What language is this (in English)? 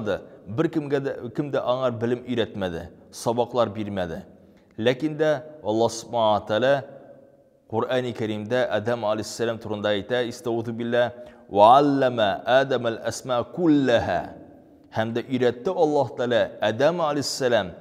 Tatar